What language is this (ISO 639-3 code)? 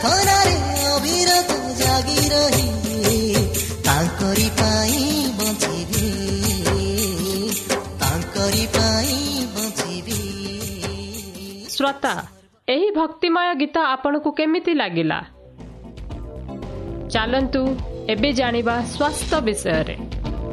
ori